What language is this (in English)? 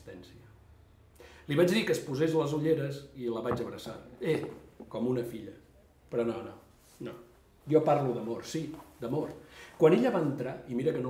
Catalan